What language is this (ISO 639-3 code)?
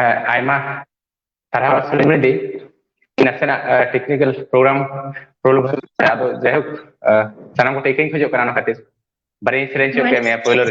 sat